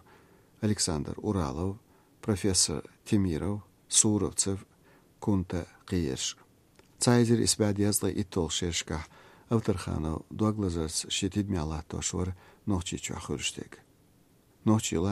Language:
Chechen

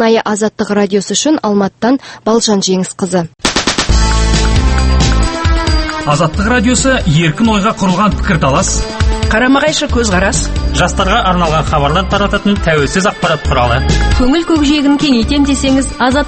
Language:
Kazakh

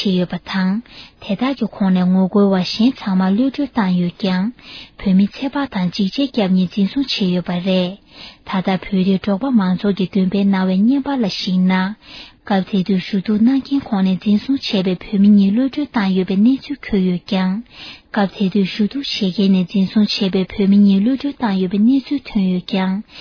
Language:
Tibetan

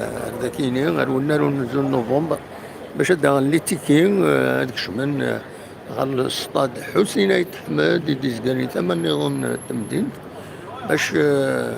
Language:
Kabyle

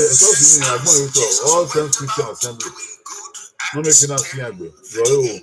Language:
Bini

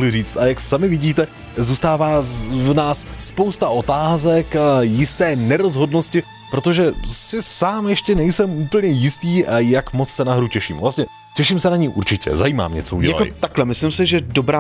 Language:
Czech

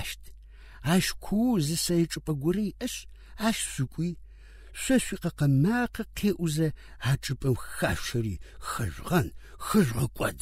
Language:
Adyghe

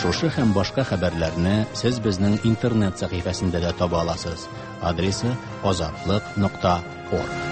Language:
Tatar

